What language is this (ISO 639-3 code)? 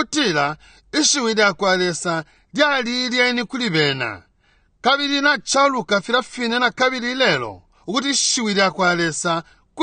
bem